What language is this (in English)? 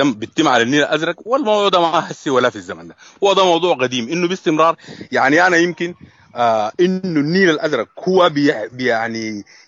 Sudanese Arabic